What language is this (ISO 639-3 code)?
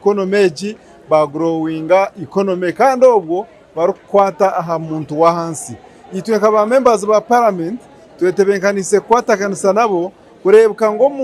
nyn